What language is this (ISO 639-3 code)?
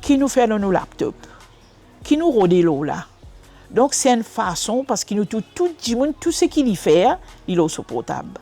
mfe